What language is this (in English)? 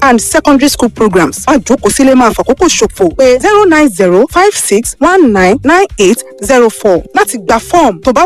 Yoruba